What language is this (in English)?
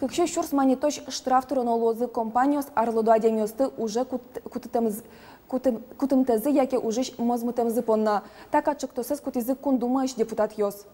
Udmurt